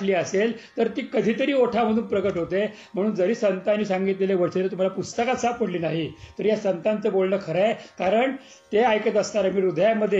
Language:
Marathi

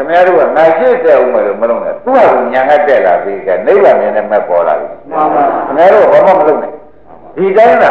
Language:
Burmese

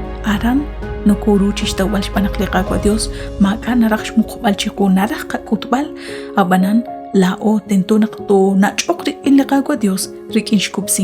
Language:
Kekchí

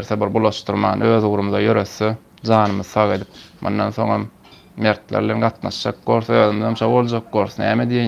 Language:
Turkmen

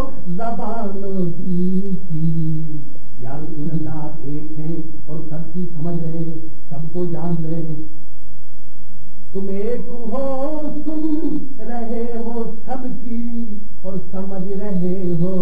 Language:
Urdu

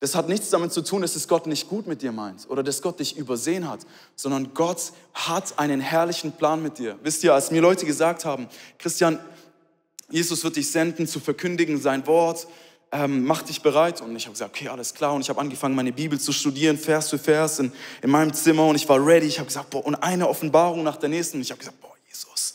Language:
Swiss German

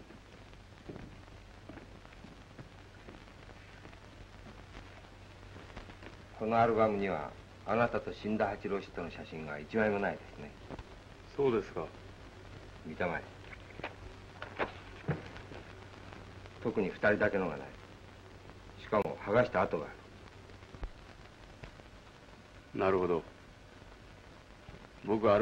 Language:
Japanese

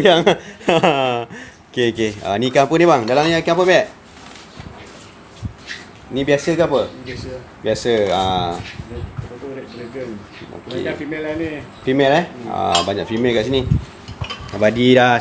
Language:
Malay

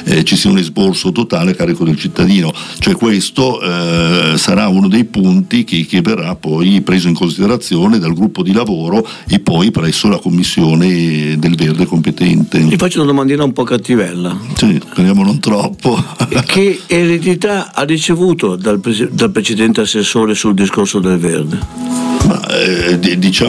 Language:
Italian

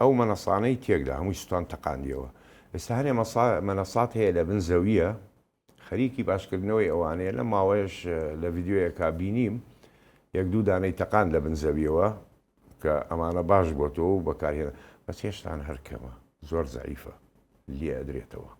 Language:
Central Kurdish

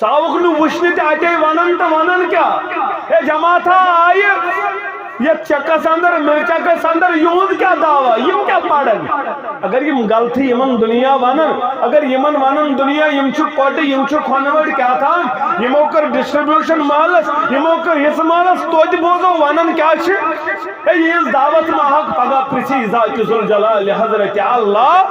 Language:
Kashmiri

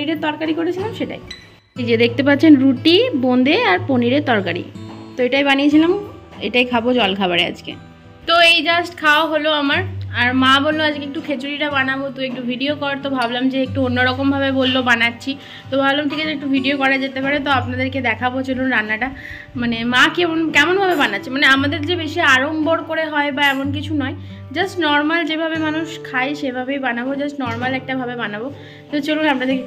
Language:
Bangla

